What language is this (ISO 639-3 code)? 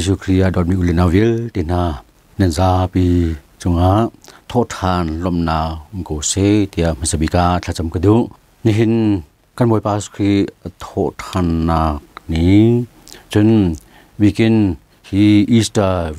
cnh